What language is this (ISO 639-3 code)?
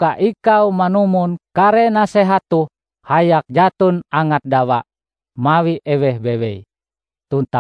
nij